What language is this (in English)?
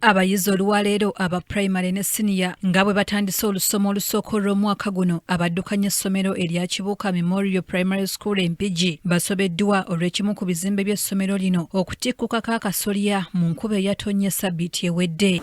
Ganda